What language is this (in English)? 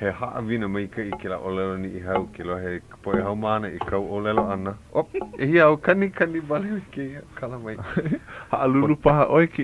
Hawaiian